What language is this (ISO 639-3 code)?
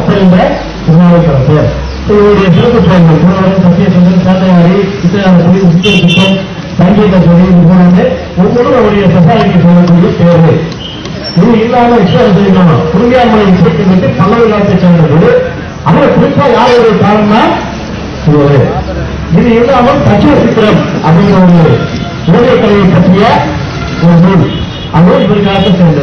tam